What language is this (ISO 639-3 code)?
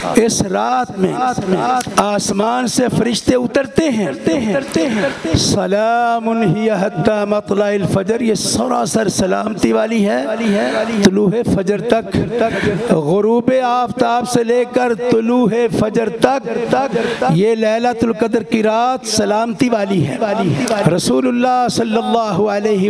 urd